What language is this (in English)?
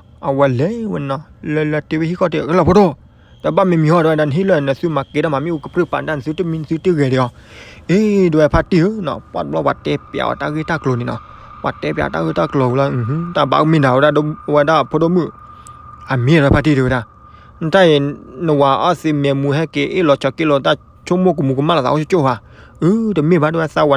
S'gaw Karen